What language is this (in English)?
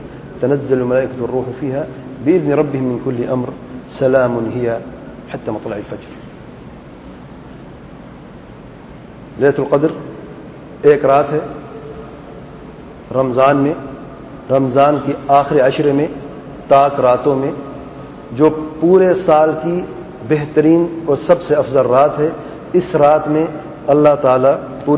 Urdu